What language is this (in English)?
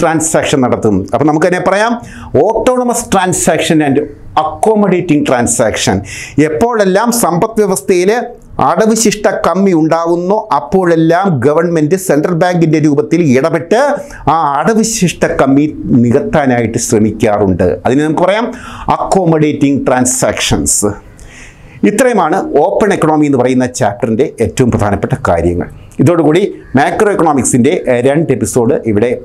Malayalam